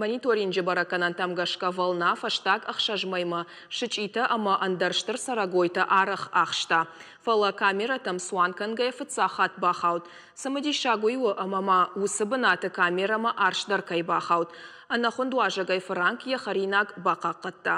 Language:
Ossetic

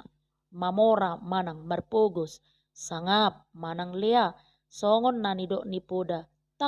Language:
Batak Toba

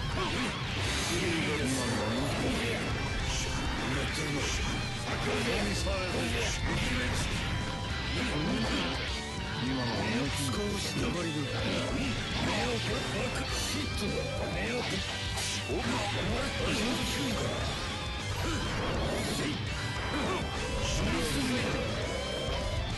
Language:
Japanese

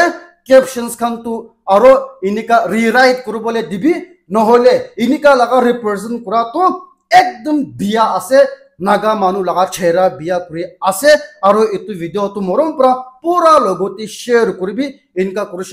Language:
Naga Pidgin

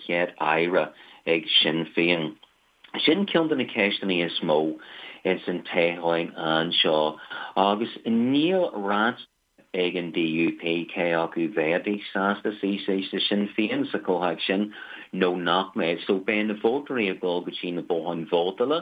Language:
Irish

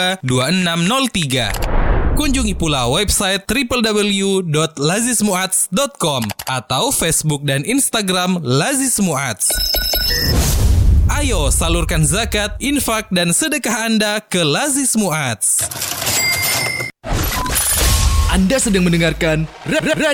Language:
Indonesian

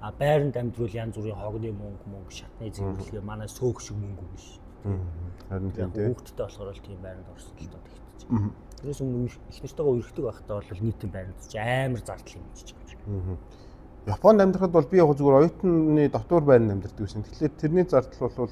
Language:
Mongolian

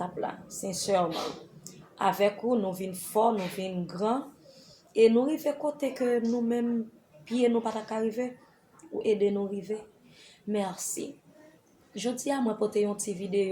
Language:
Haitian Creole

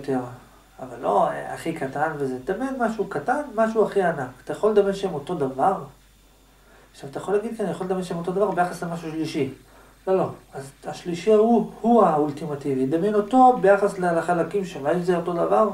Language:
Hebrew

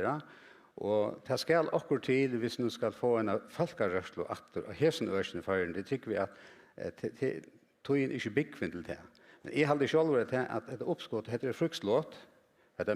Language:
Faroese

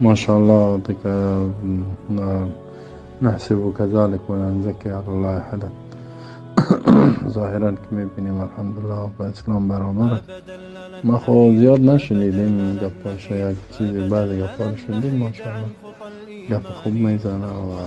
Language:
Persian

